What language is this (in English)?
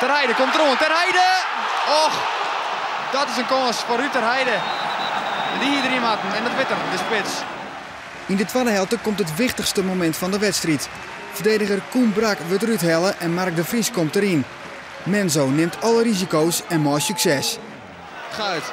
Western Frisian